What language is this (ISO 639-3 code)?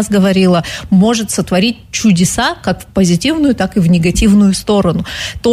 rus